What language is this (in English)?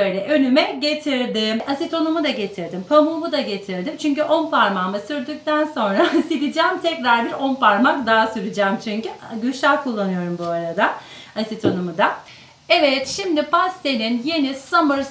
Turkish